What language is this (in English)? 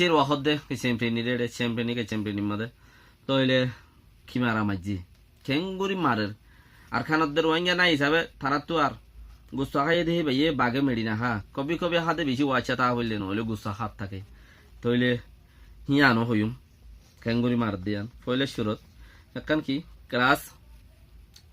Rohingya